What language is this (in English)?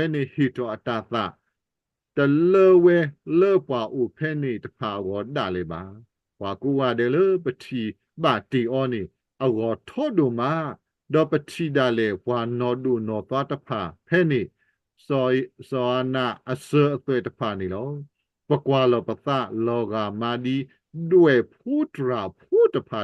S'gaw Karen